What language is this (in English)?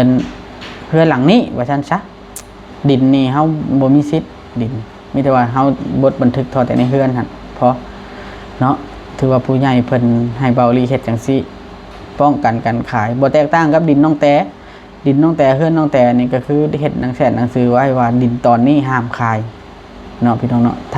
Northeastern Thai